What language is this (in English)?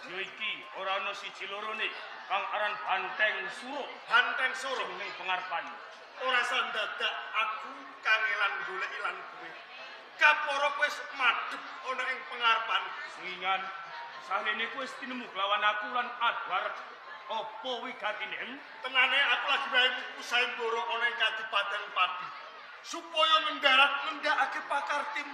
Javanese